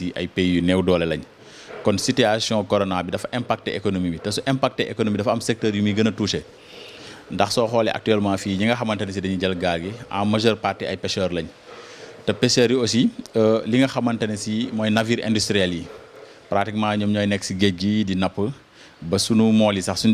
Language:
Wolof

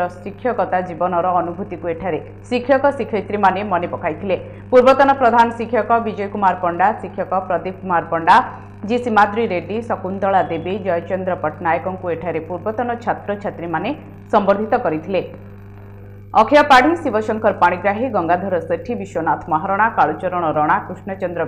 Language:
Odia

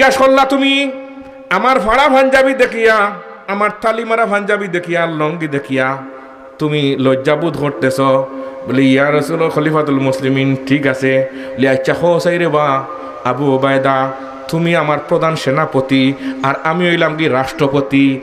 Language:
Sylheti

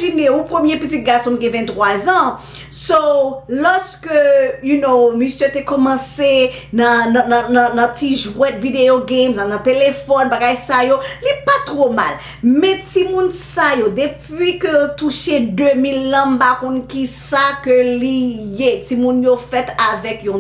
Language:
Haitian Creole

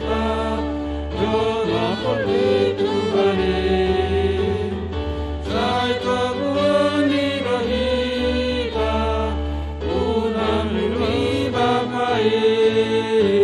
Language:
Batak Simalungun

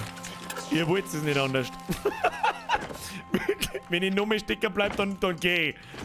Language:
Bavarian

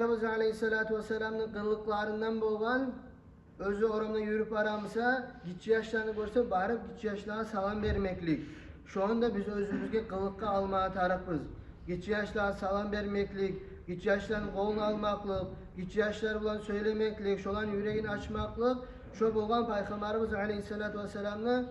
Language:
Kumyk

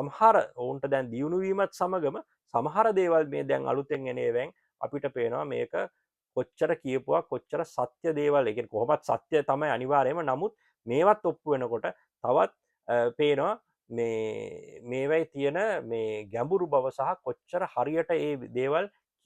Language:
Sinhala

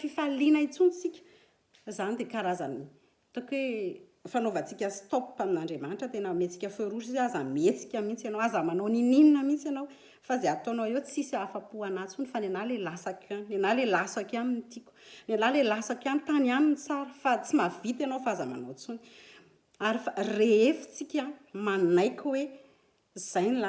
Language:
Malagasy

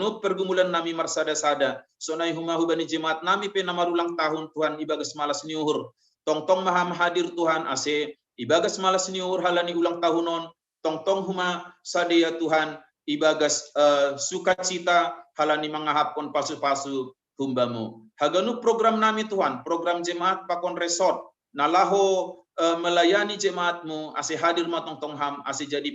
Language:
Batak Simalungun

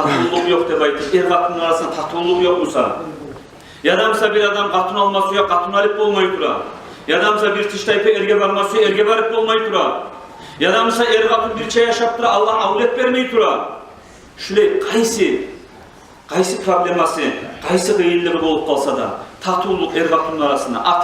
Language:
Kumyk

